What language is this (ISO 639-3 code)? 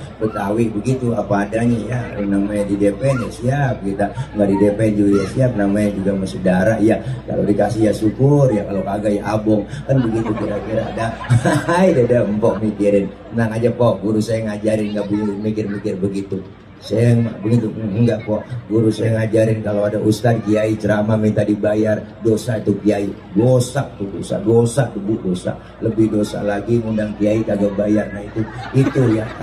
bew